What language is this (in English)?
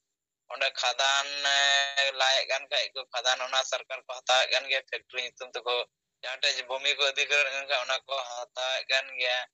Santali